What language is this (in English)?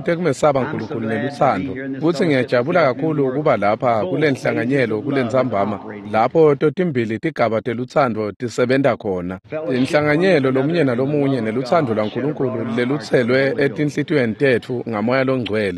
Swati